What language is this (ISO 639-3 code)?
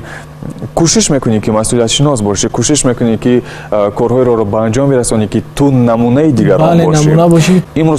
tgk